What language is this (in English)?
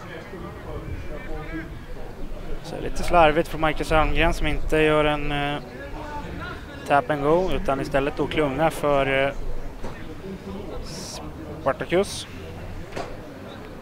Swedish